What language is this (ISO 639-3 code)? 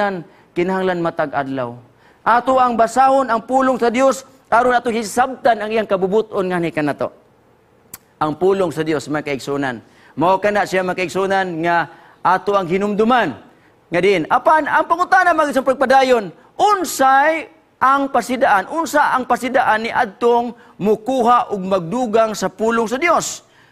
ceb